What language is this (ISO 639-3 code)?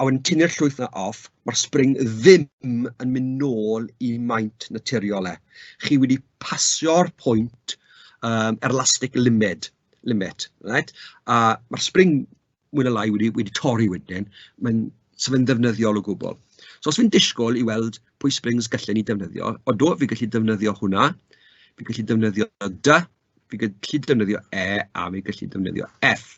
cym